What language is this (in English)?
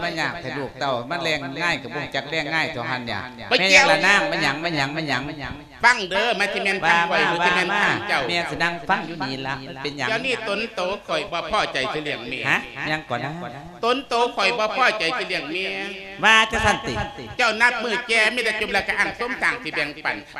Lao